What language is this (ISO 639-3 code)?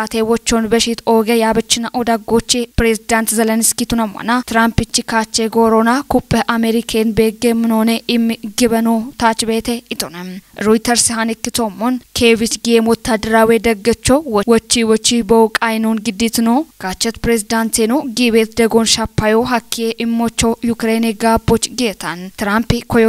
kbr